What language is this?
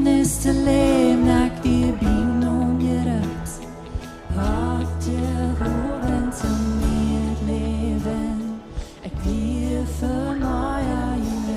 Plautdietsch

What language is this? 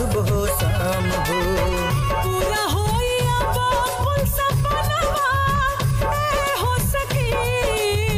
Bhojpuri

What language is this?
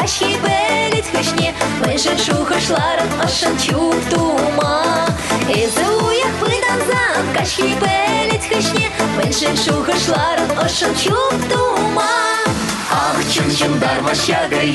Chuvash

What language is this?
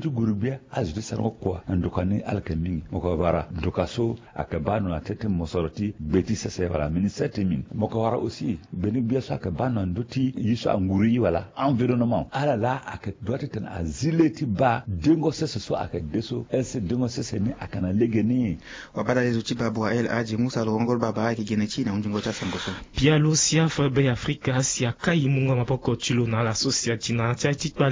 Sango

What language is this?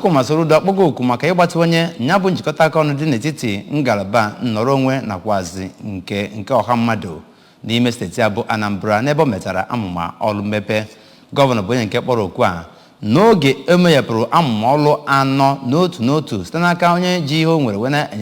Igbo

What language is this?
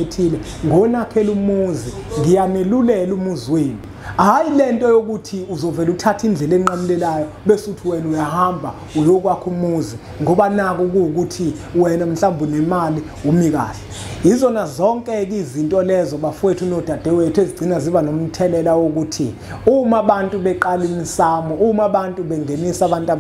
Zulu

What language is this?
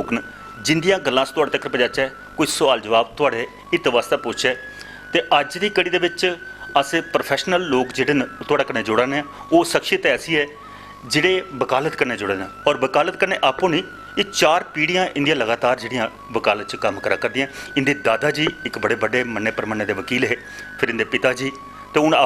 Dogri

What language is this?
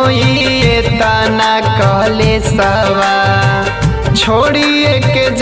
Bhojpuri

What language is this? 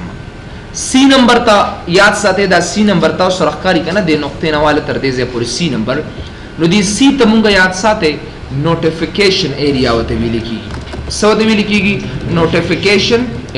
Pashto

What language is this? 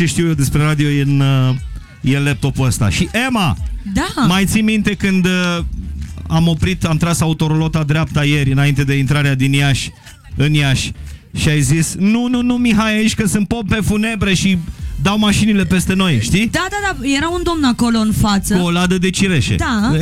Romanian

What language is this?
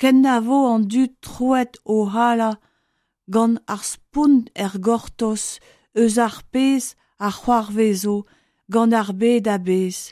Breton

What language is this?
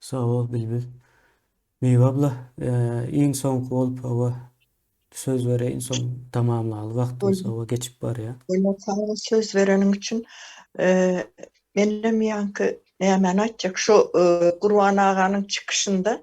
Turkmen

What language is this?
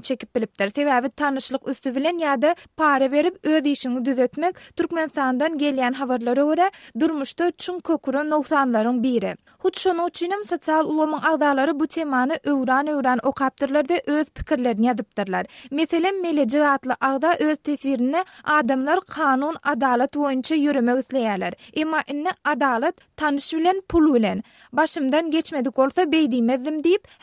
Turkmen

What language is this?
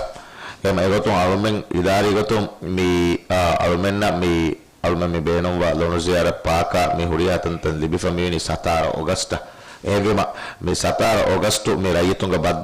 Divehi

